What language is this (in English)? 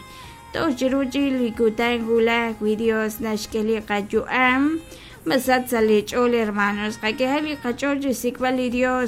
Kekchí